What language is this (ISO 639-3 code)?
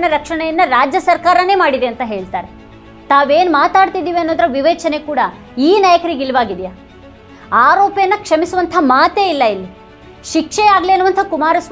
kan